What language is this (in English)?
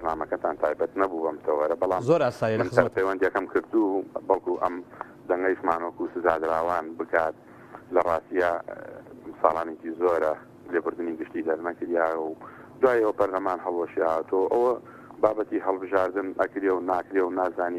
Central Kurdish